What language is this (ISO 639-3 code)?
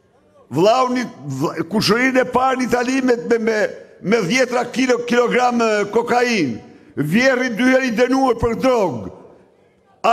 sqi